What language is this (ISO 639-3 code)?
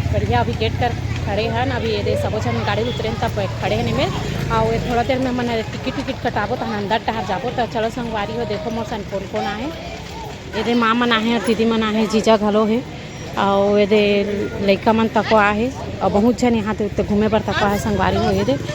hne